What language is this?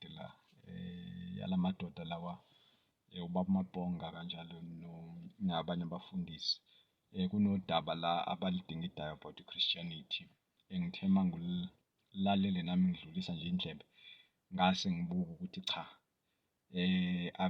Zulu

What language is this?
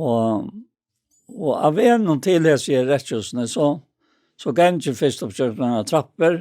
Faroese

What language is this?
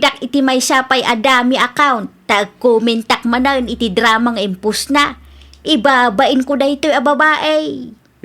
Iloko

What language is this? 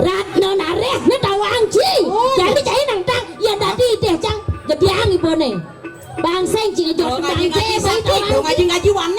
Balinese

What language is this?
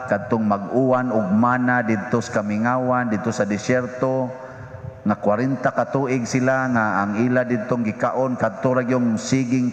Cebuano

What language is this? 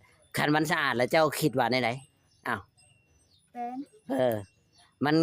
Northeastern Thai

